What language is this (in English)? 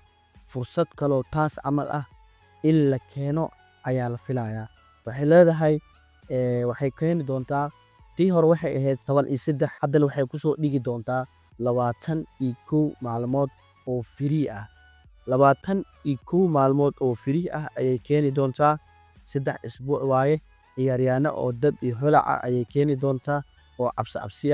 Somali